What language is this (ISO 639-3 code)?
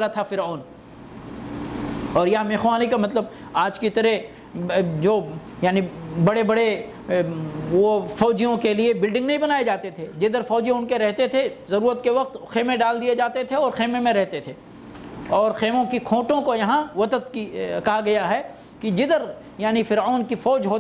urd